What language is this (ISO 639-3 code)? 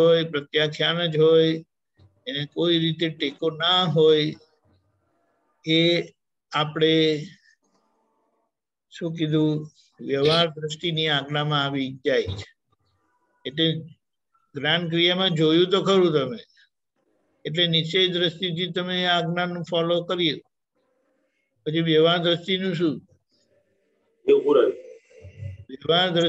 guj